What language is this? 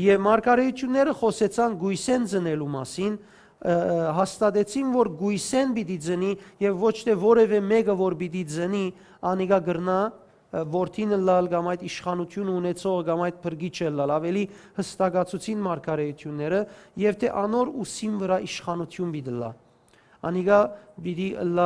Western Armenian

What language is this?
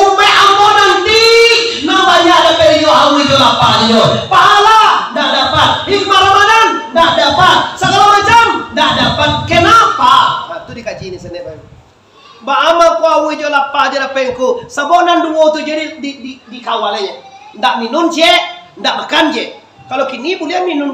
Minangkabau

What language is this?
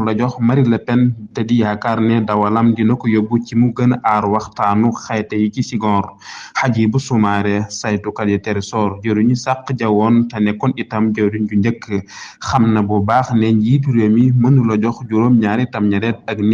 Wolof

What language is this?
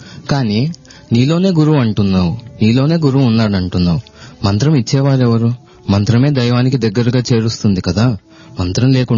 Telugu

